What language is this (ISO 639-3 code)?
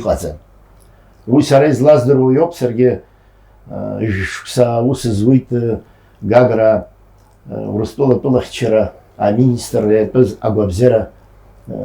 abk